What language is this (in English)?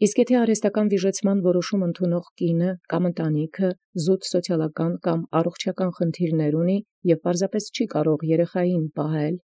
Armenian